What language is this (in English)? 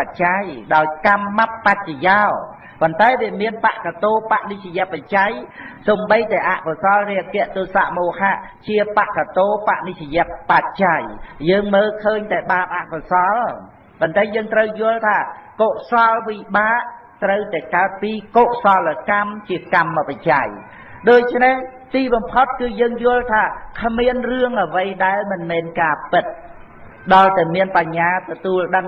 Khmer